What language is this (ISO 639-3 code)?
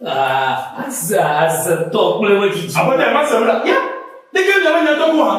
ewe